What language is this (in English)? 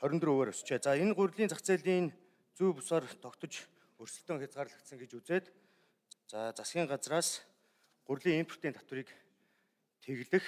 Mongolian